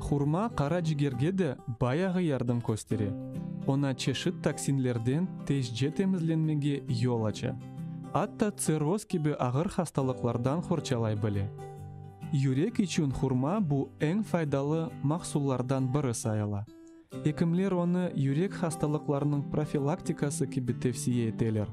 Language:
Crimean Tatar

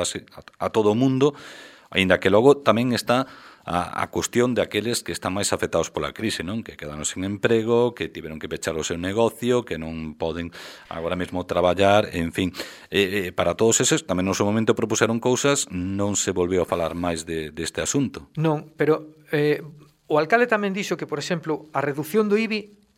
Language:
Galician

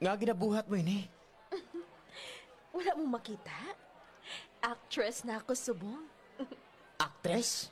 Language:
Hiligaynon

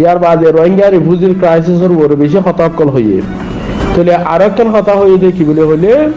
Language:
Rohingya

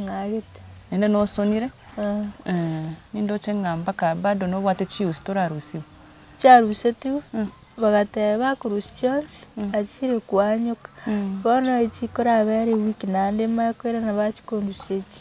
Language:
Gusii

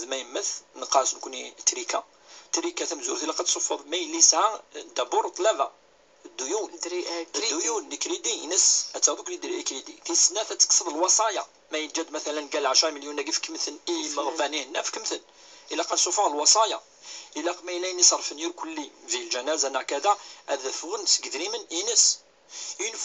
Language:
Kabyle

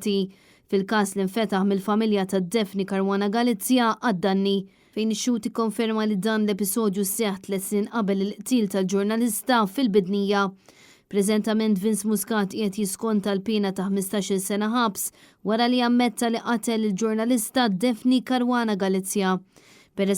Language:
Maltese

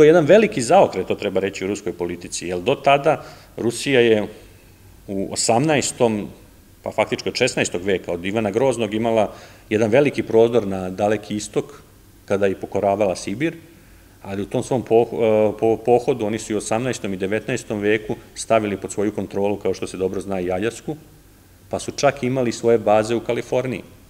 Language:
Serbian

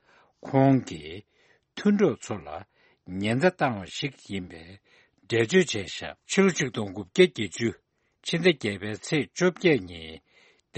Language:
Tibetan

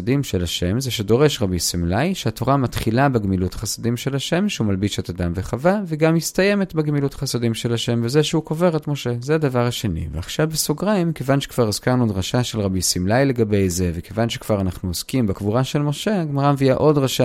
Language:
Hebrew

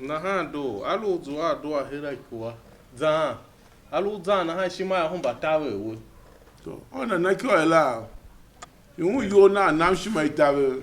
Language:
Tiv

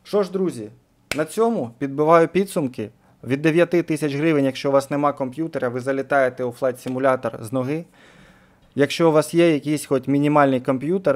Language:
Ukrainian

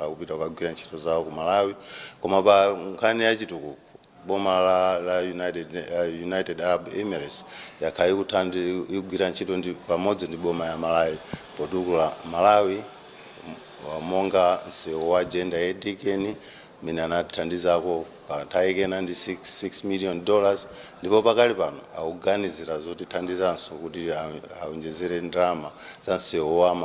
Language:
Nyanja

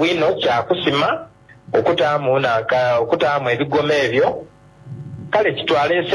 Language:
Soga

